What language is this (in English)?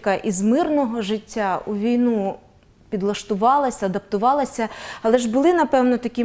Ukrainian